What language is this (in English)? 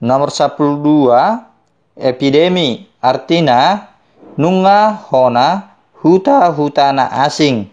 Batak Toba